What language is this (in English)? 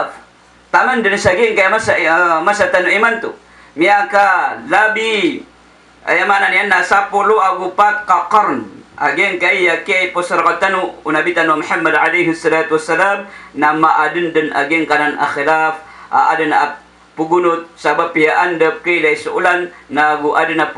Maranao